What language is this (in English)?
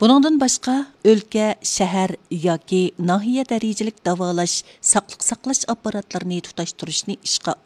Uyghur